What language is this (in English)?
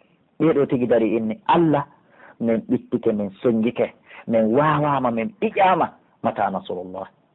Pular